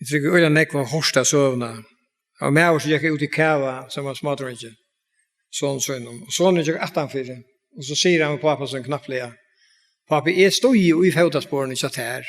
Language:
Faroese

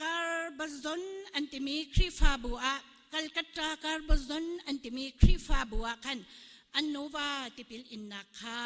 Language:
Hakha Chin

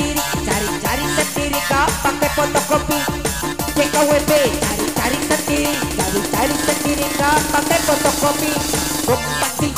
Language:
Indonesian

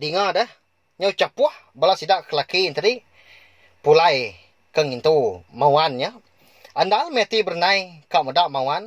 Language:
Iban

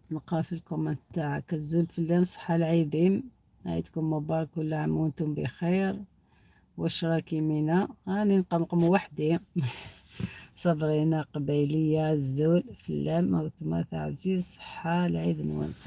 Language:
Algerian Arabic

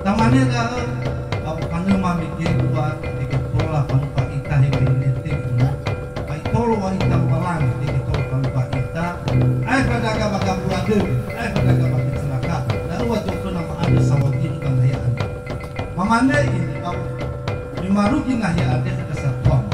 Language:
Nias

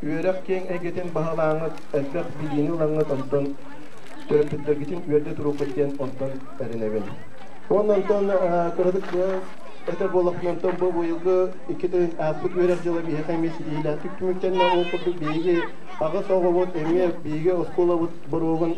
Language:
Yakut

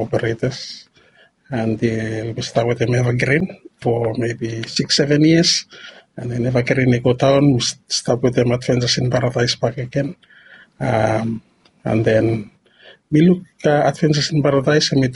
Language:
Bislama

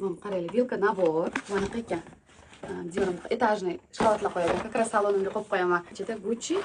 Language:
Uzbek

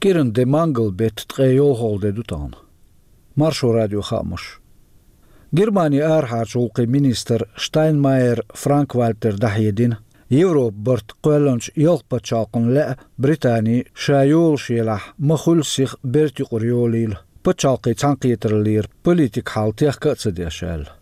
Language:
Chechen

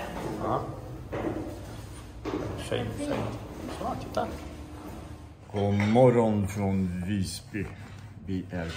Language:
Swedish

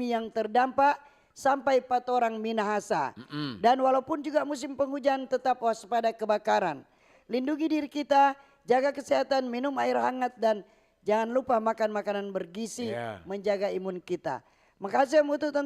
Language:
Manado Malay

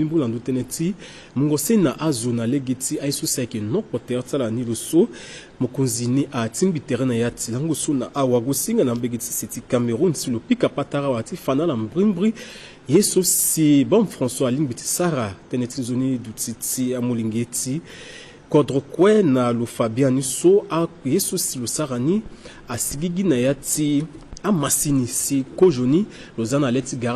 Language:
Sango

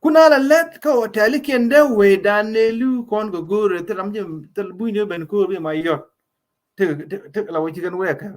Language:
Nuer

